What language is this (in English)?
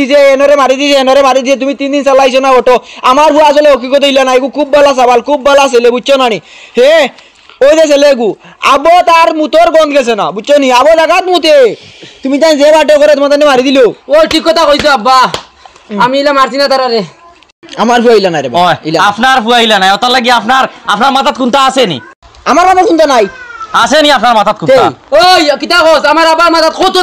Sylheti